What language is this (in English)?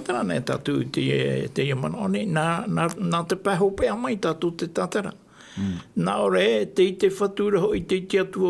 Tahitian